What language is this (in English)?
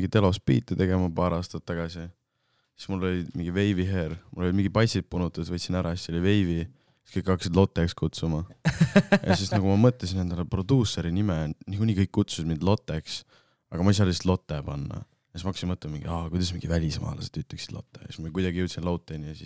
Estonian